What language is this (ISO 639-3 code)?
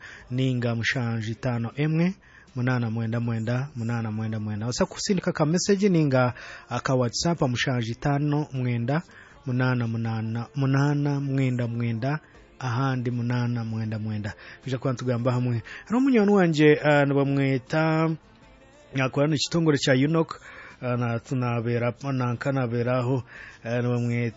nyo